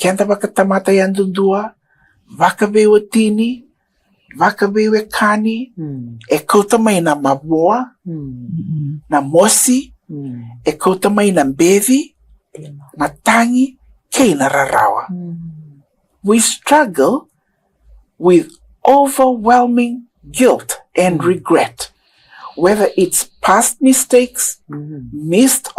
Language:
Fijian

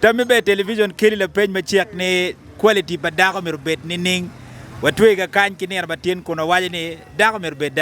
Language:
Acoli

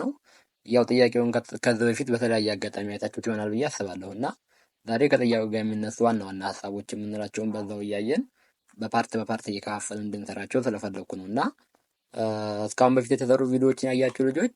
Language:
Amharic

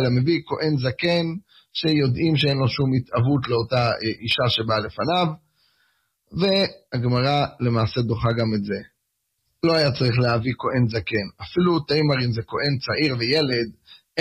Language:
Hebrew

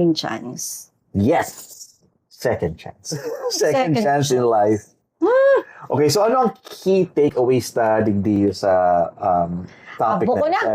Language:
Bikol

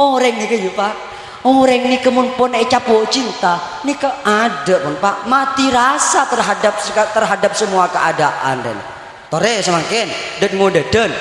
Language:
Madurese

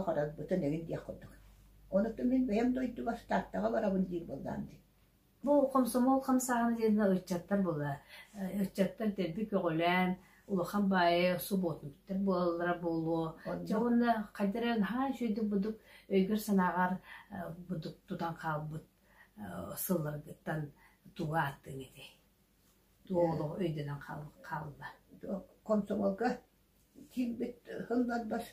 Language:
Yakut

